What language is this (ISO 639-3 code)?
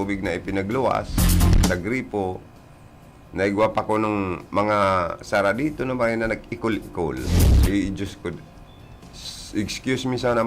bik